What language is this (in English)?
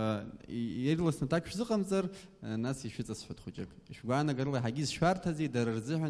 Abkhazian